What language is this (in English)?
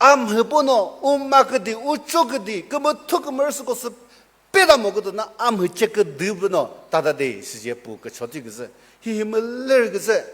Chokri Naga